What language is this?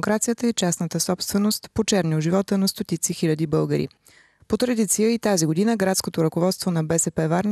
Bulgarian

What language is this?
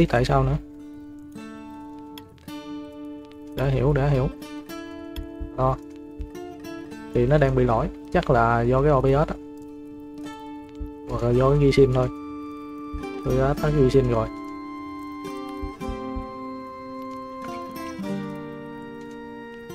Vietnamese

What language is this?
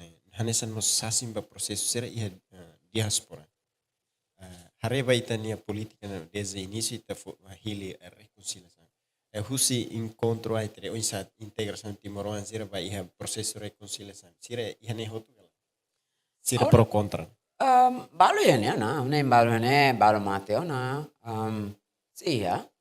Tetum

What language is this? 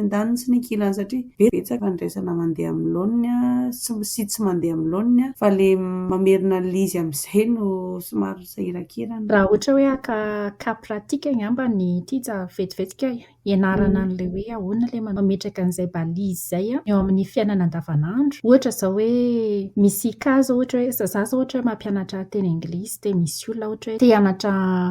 Malagasy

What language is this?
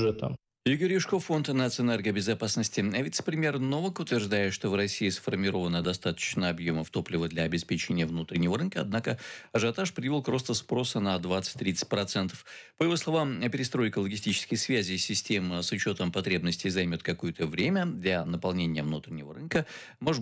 Russian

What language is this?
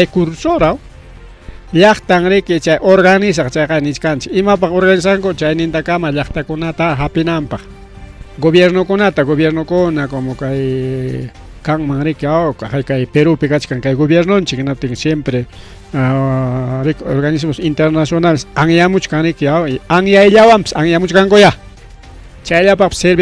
Ayacucho Quechua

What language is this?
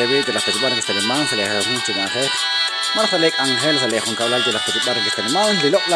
Kekchí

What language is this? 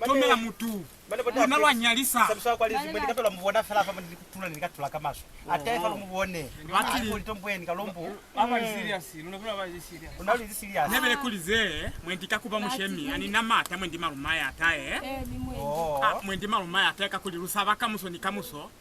Lozi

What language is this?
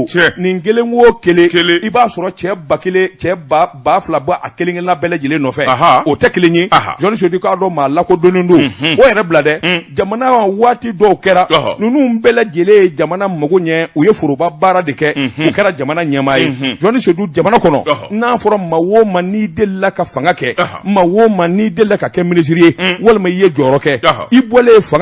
Bambara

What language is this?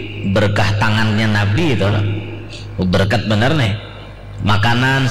Banjar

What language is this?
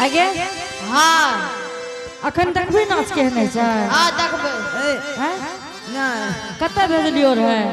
Angika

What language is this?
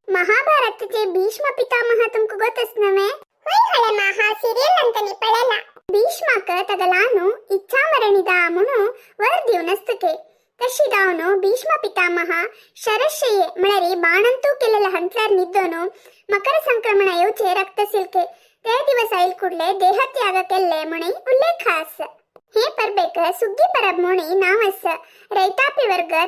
Konkani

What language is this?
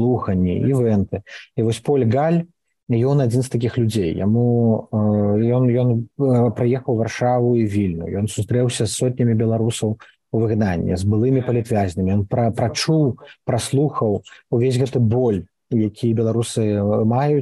Belarusian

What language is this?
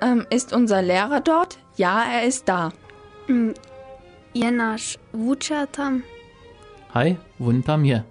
Upper Sorbian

